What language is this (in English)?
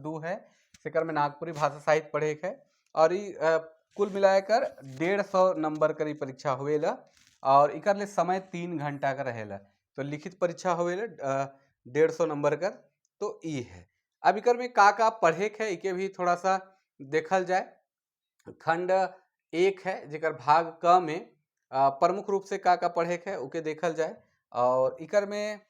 Sadri